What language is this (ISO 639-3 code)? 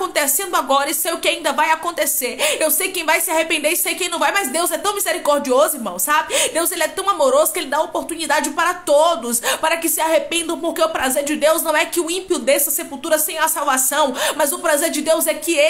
por